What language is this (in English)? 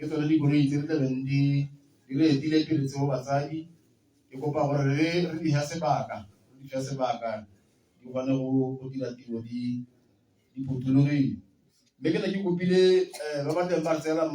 Tswana